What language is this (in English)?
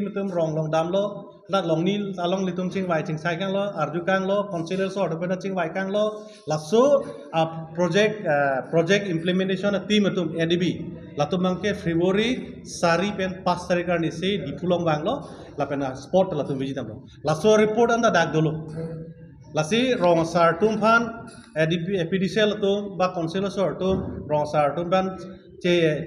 Karbi